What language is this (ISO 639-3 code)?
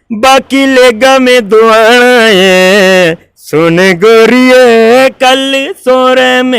doi